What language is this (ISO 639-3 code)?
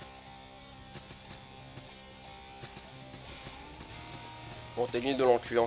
fra